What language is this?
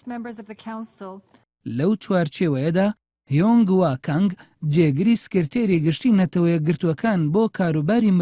Central Kurdish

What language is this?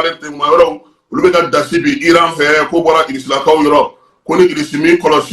Bambara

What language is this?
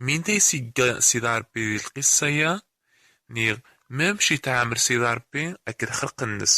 Kabyle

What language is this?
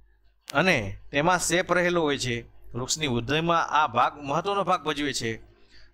Gujarati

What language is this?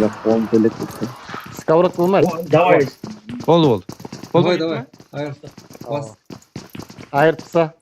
Kara-Kalpak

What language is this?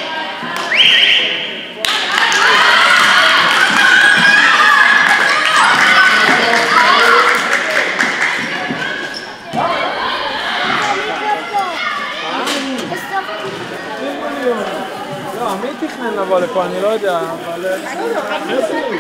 Hebrew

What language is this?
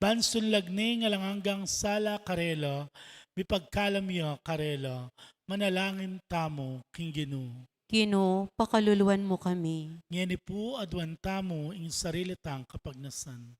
Pampanga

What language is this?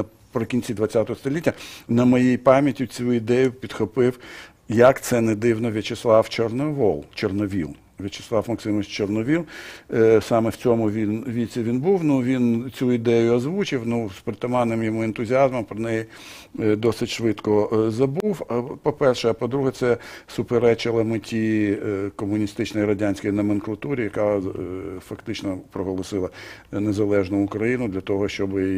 Ukrainian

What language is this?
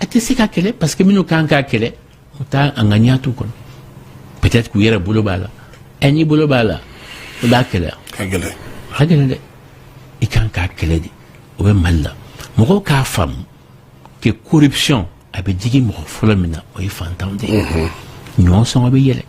Bambara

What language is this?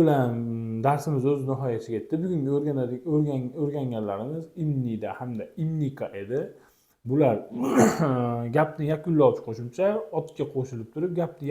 Uzbek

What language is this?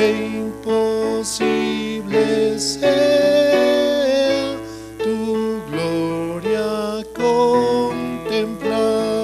South Bolivian Quechua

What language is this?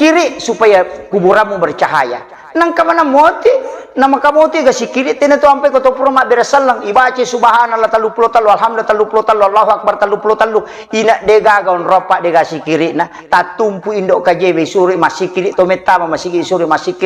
Buginese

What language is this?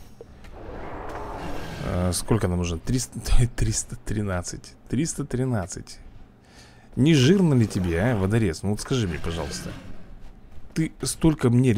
Russian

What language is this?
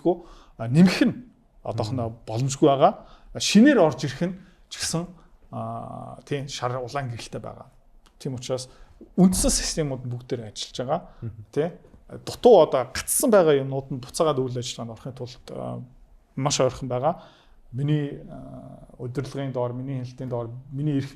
Mongolian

